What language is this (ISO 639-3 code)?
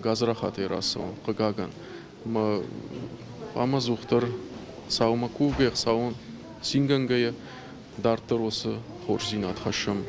oss